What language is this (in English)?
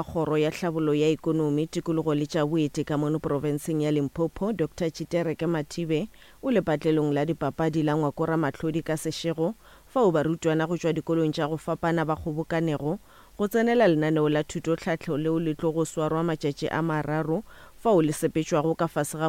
Northern Sotho